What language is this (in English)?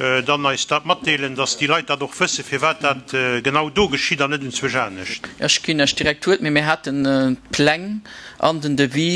Luxembourgish